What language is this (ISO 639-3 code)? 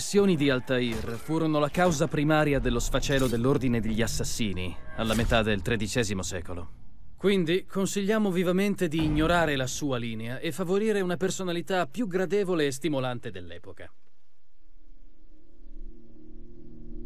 ita